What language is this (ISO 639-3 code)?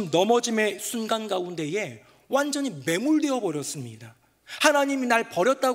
kor